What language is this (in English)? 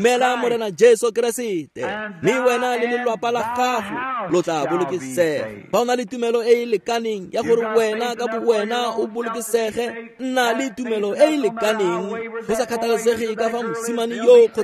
Tswana